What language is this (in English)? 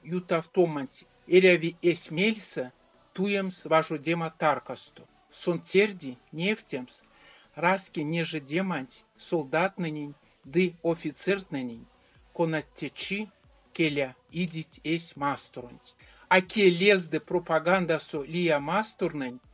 Erzya